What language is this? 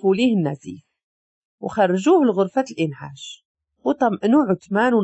Moroccan Arabic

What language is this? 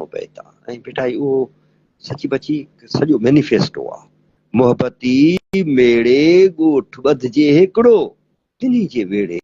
Sindhi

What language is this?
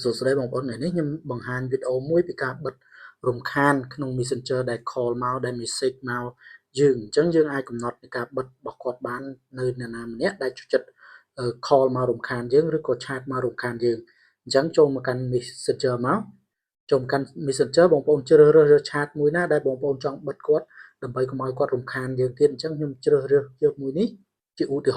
Khmer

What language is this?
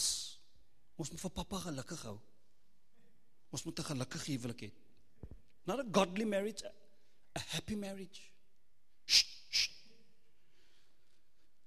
Afrikaans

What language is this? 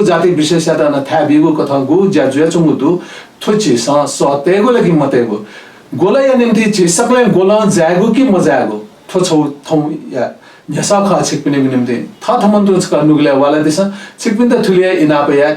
Newari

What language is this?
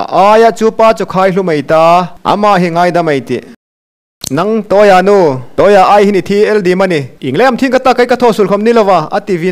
Hmar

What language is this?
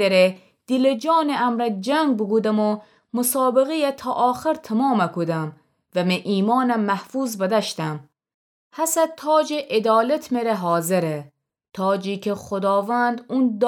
Gilaki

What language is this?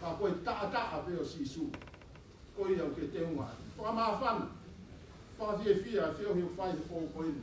Tongan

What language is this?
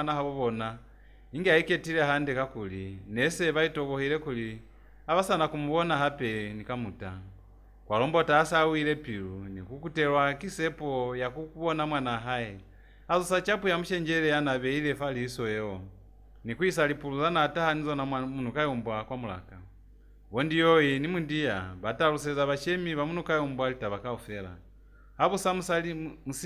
Lozi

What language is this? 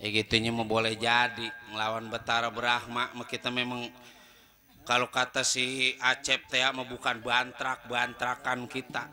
Betawi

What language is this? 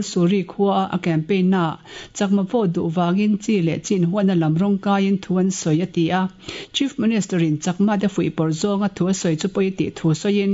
Mizo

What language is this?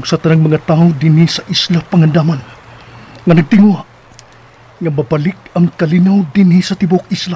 Cebuano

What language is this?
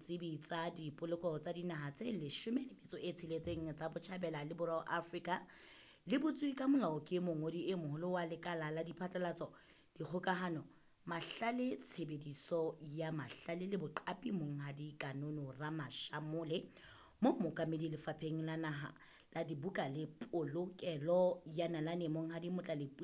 Southern Sotho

